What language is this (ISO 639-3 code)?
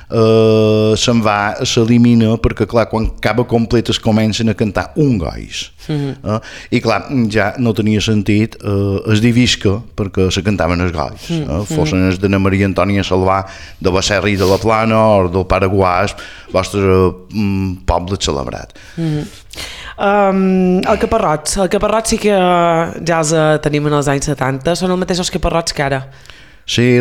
cat